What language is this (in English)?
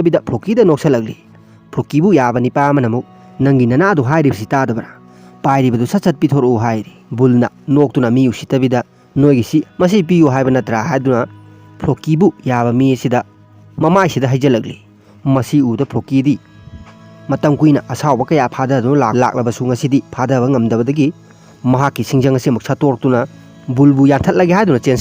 Manipuri